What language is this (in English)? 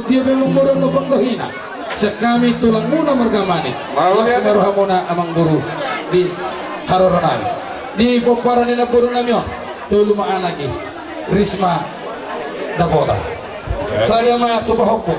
Batak Toba